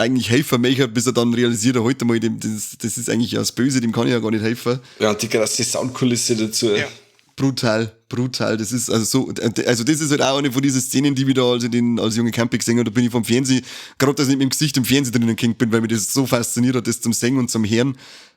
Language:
Bavarian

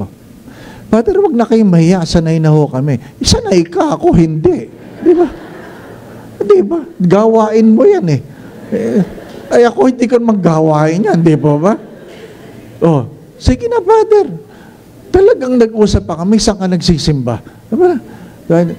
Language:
Filipino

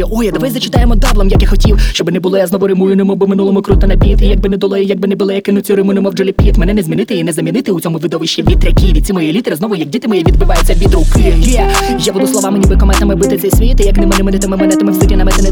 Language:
Ukrainian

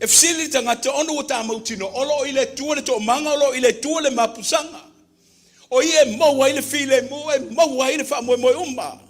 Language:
Samoan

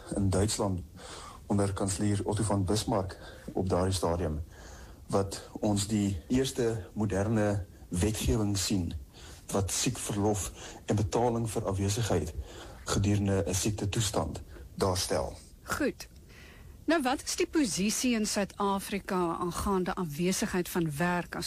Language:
Afrikaans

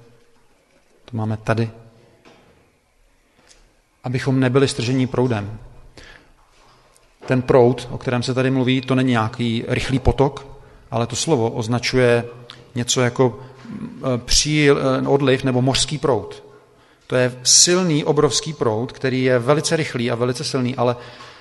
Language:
Czech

